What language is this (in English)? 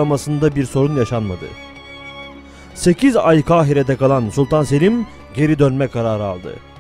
Turkish